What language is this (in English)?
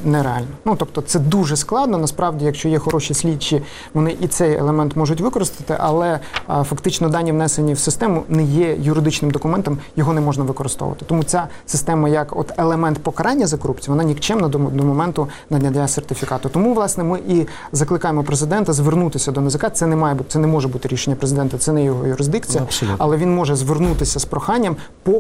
Ukrainian